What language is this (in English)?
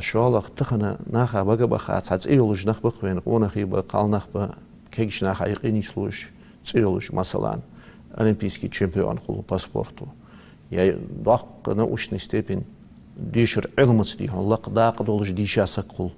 Ingush